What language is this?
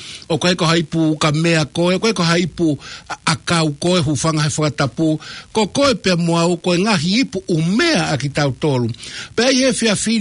Tongan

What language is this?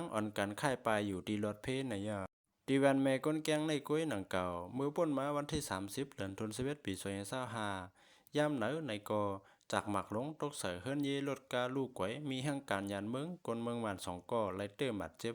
Shan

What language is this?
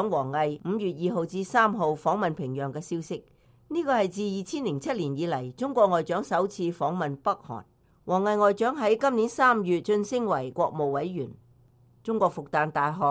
Cantonese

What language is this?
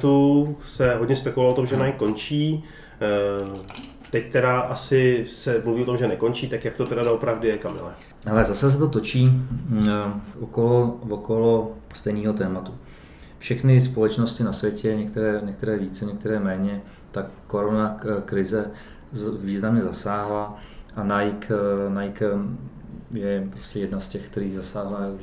Czech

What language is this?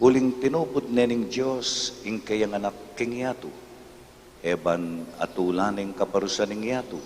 Pampanga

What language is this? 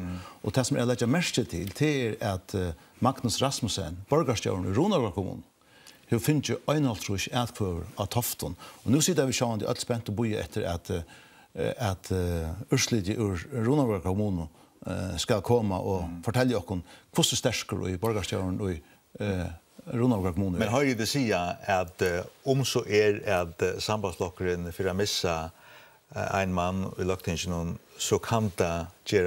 Faroese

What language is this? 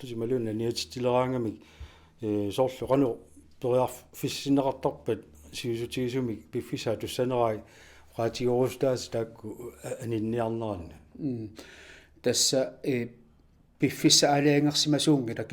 Kalaallisut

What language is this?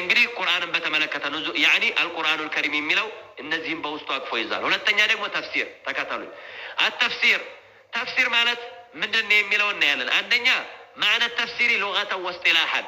Amharic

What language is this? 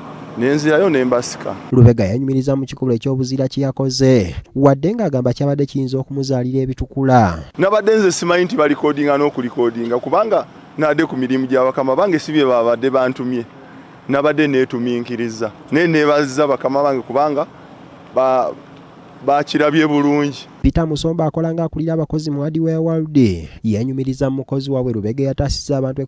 Ganda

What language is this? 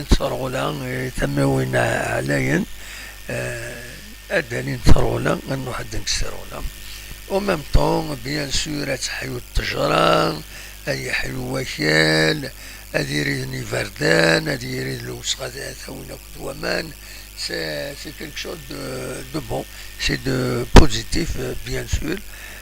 Kabyle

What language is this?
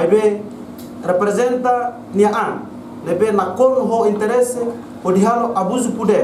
Tetum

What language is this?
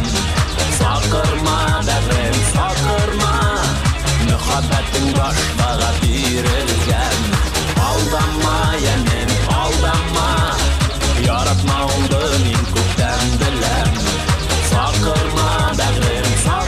Bashkir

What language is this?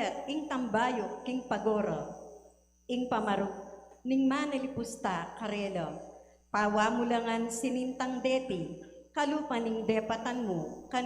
Pampanga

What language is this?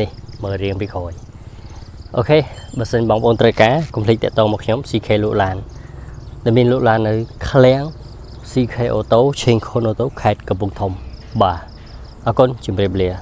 Khmer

